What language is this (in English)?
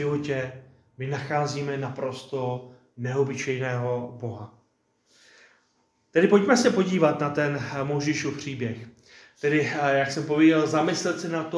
Czech